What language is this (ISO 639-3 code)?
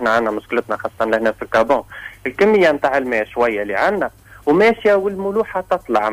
aeb